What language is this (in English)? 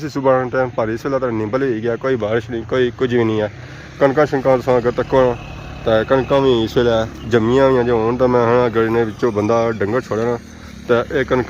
Pahari-Potwari